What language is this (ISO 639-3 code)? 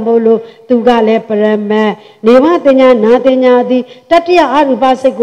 mya